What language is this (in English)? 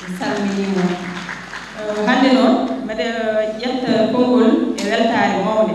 Fula